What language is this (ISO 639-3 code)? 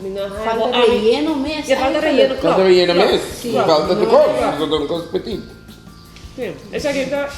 pap